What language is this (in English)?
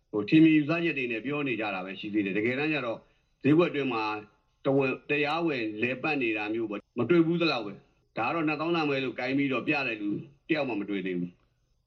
Burmese